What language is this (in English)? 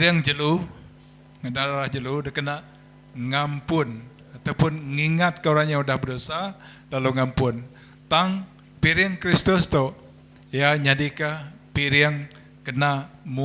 Iban